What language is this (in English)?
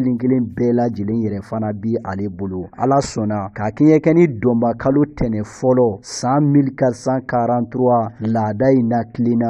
Bambara